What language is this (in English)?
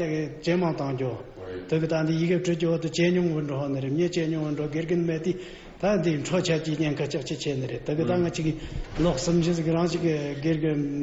Tibetan